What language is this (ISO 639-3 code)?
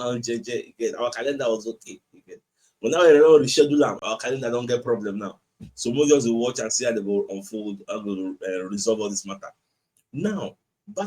pcm